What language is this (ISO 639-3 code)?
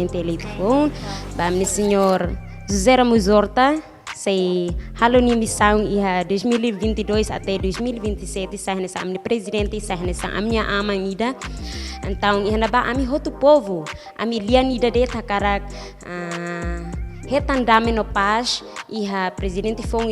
tet